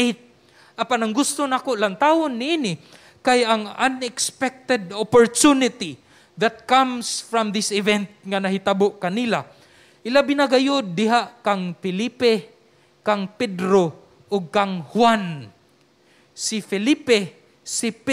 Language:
Cebuano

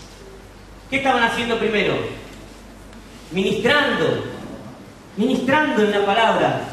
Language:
Spanish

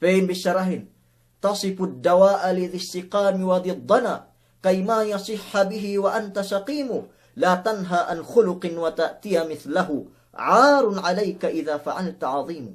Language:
Yakan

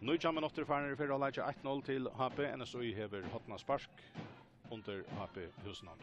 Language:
Faroese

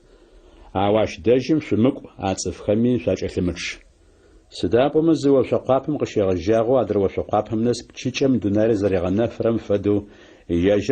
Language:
Adyghe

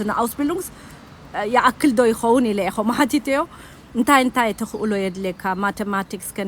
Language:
Tigrinya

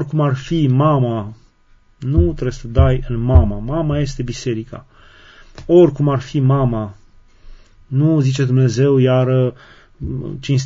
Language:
Romanian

